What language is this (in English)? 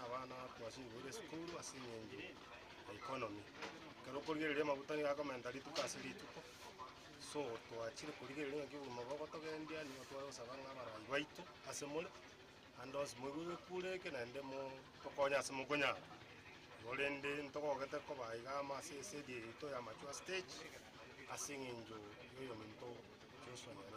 Gusii